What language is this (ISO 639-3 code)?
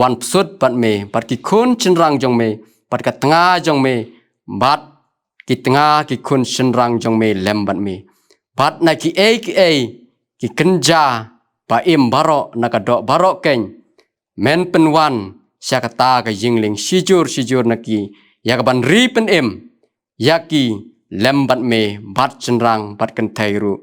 kha